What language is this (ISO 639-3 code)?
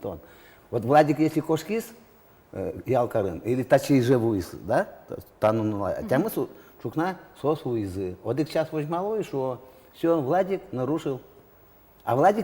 udm